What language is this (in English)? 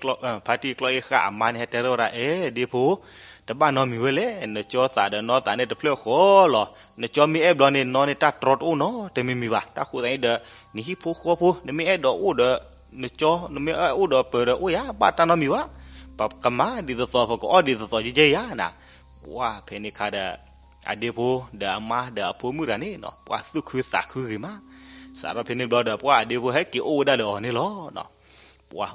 S'gaw Karen